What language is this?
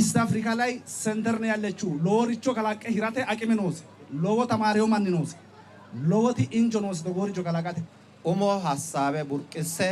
Sidamo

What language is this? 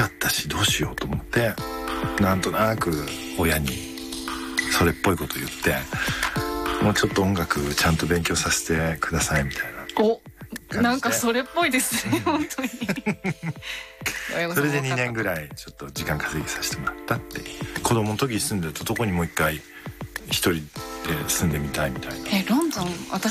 Japanese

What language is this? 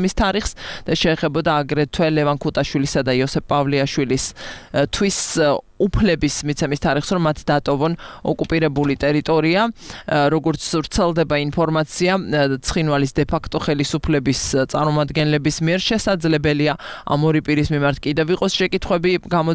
Georgian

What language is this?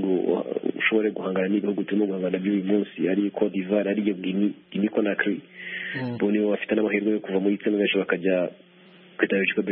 Kinyarwanda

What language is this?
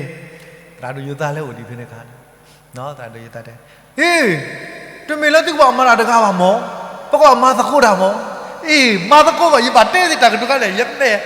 S'gaw Karen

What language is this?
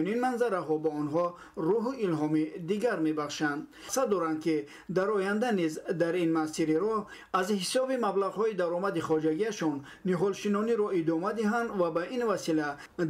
Tajik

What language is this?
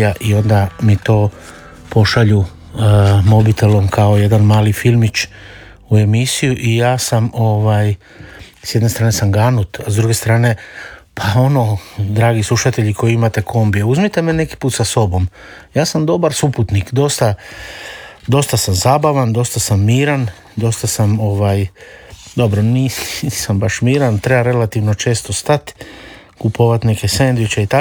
Croatian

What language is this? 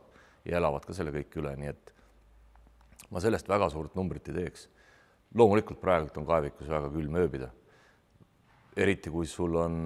Estonian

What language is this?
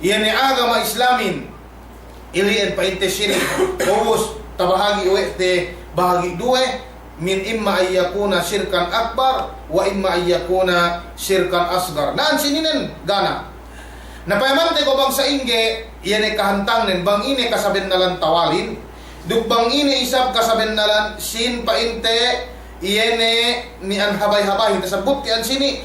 Yakan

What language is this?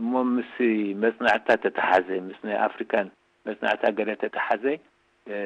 Tigrinya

